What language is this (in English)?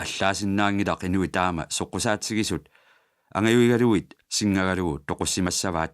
Kalaallisut